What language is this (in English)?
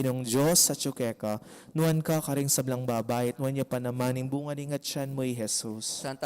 Pampanga